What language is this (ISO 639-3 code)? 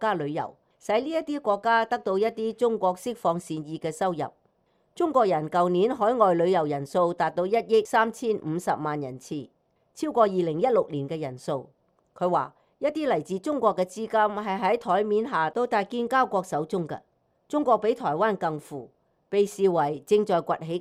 yue